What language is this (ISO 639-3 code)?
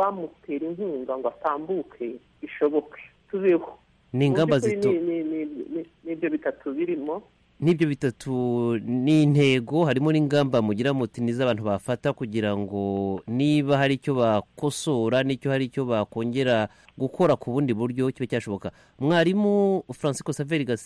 kin